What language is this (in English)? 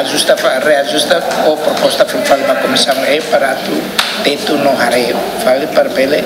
Tetum